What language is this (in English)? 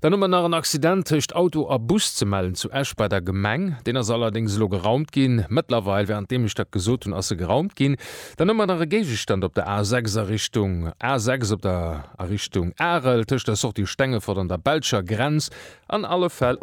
Luxembourgish